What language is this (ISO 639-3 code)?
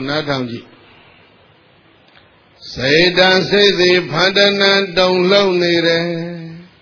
mya